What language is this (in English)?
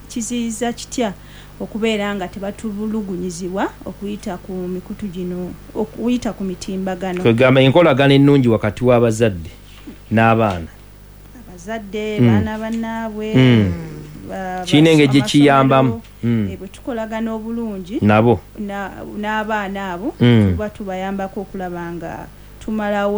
Ganda